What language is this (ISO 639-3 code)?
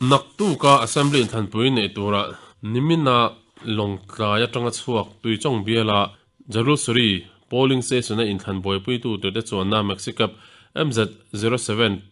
lus